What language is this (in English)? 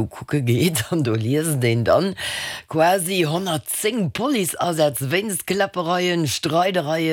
Luxembourgish